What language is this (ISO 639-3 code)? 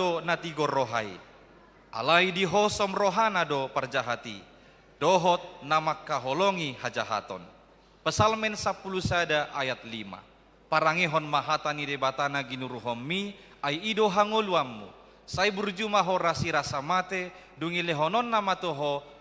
bbc